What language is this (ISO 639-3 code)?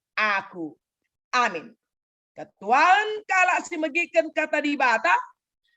btx